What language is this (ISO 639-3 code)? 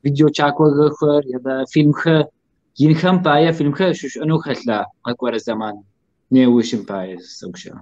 kbd